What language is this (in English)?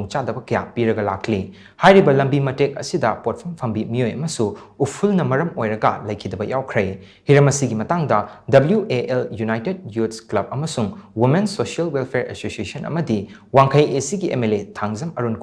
Manipuri